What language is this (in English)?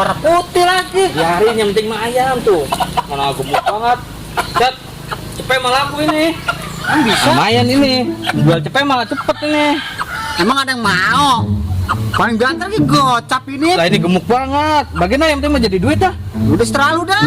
Betawi